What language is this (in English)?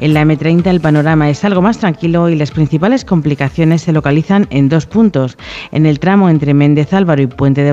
Spanish